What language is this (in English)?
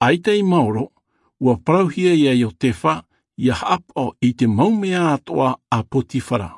Tahitian